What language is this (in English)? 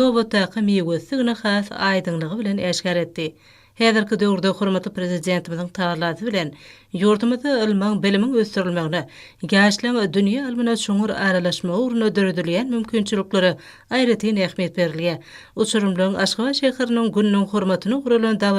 Turkmen